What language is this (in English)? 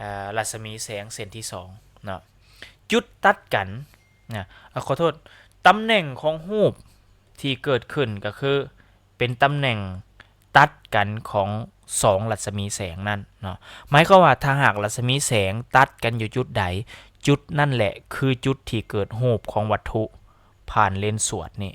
Lao